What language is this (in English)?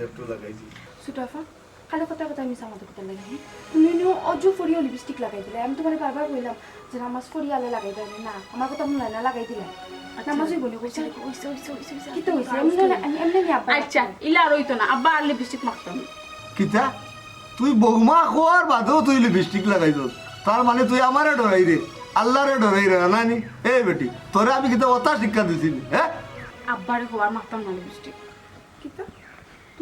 Sylheti